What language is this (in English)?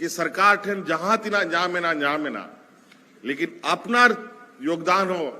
Santali